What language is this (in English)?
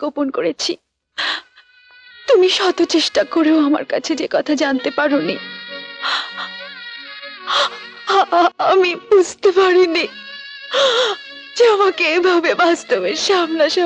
Bangla